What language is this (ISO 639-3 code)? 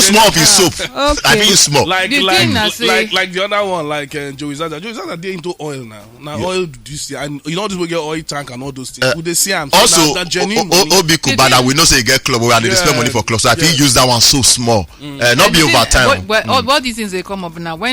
pcm